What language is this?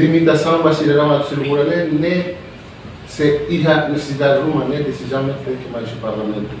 Tetum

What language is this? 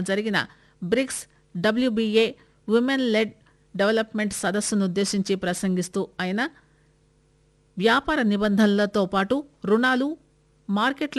Telugu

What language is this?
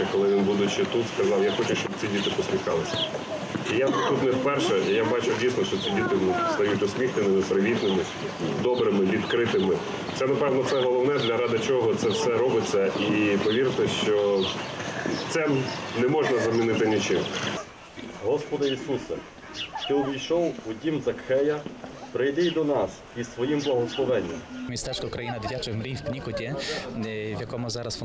Ukrainian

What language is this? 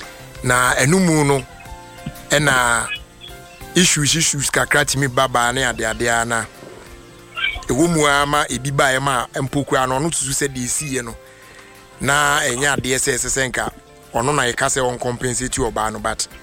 Akan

